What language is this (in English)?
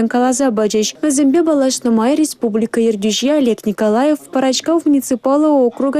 Chuvash